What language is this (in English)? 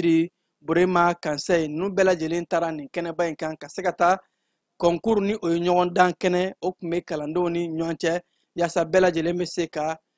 Bambara